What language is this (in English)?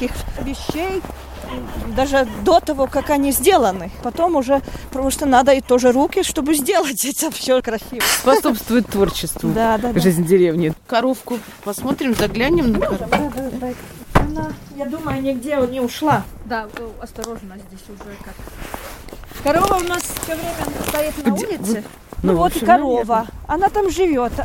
Russian